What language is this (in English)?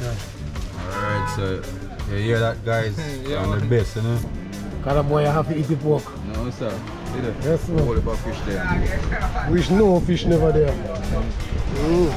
Jamaican Creole English